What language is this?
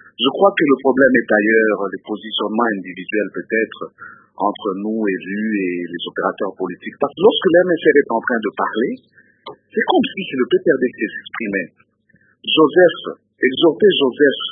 French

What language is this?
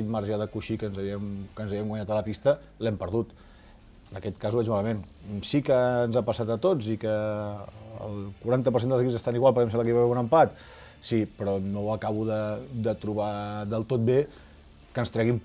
Catalan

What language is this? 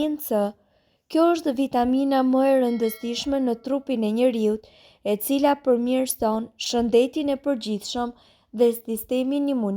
Albanian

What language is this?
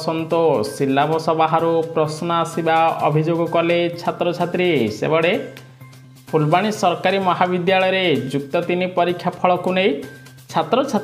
Odia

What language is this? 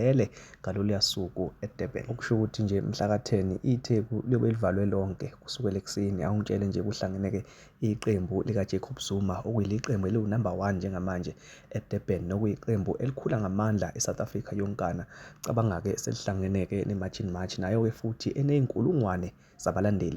Zulu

